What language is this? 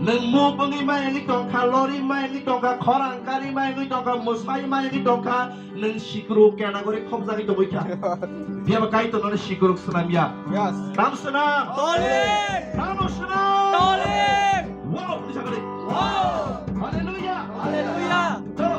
Kok Borok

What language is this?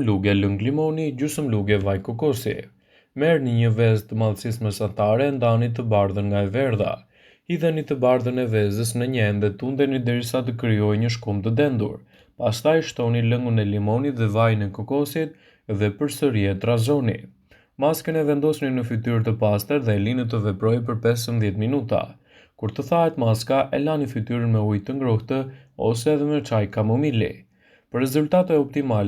Albanian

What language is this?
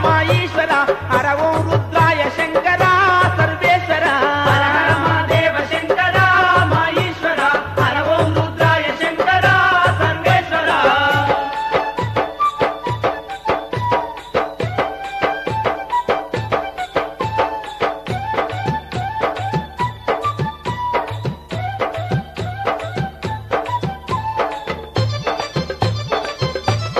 Telugu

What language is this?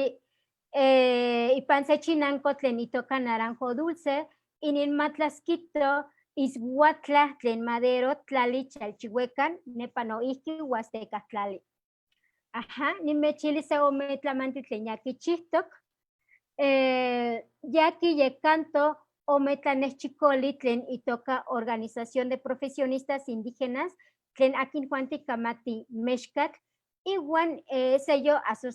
Eastern Huasteca Nahuatl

